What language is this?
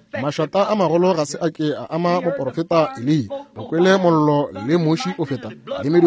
Northern Sotho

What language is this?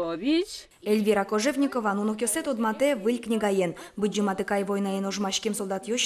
Udmurt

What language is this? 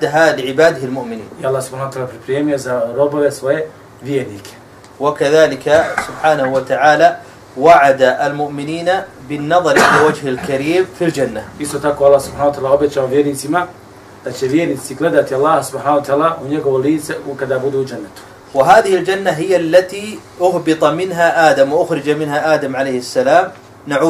Bosnian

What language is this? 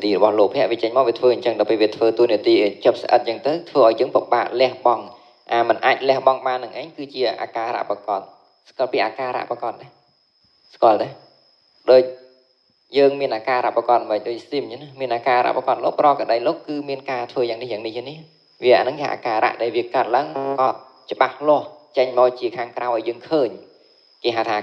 Khmer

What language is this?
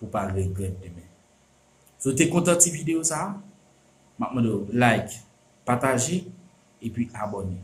Haitian Creole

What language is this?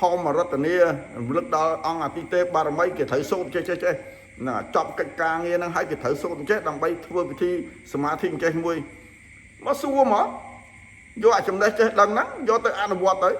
Khmer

